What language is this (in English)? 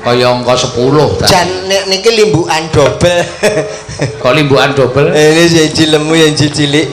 Javanese